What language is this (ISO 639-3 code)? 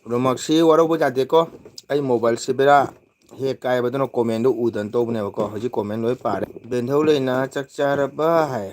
mni